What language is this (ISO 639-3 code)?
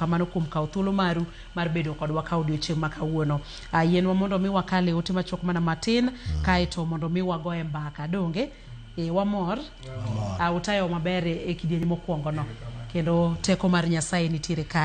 luo